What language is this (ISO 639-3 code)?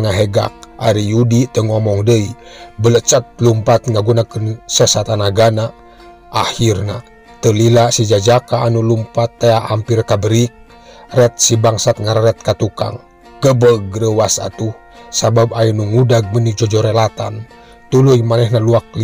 sun